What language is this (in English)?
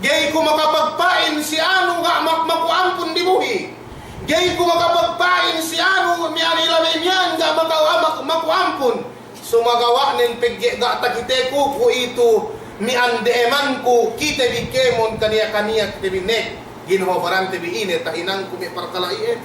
Yakan